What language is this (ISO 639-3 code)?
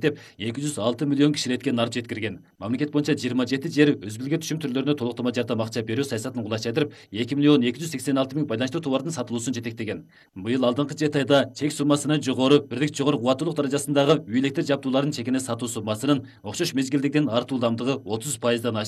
kir